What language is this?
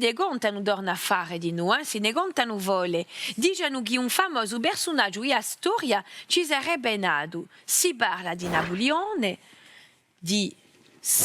Corsican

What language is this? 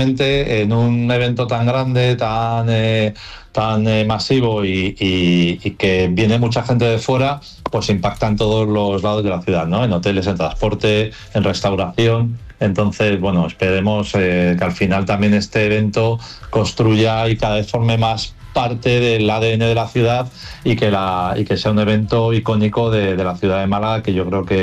Spanish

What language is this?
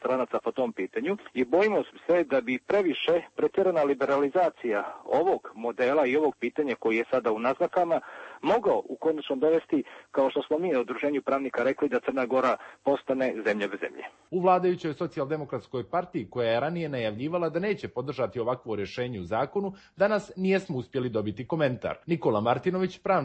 Croatian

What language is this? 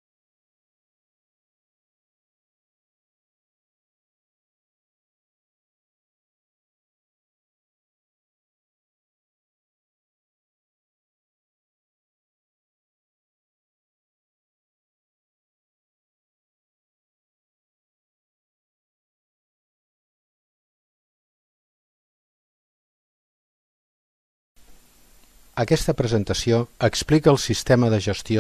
Catalan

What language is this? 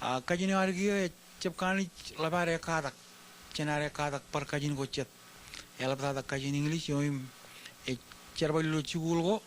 Marshallese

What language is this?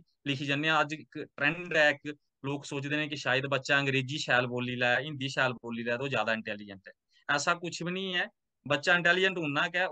Dogri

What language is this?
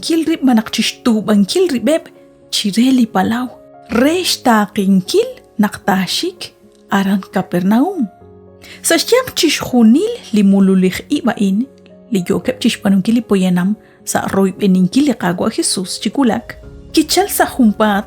Kekchí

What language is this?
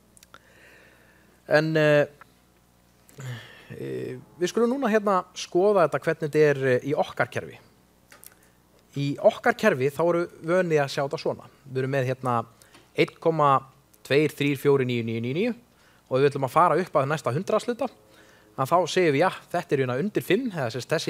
Icelandic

